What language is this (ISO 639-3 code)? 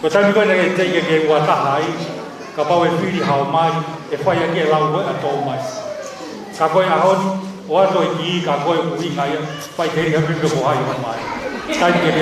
ton